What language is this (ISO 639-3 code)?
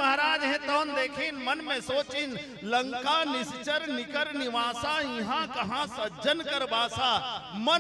hne